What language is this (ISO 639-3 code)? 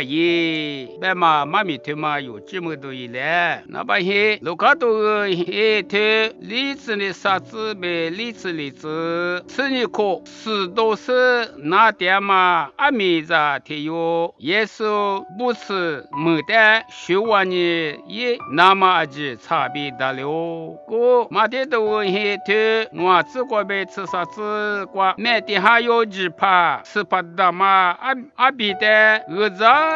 lis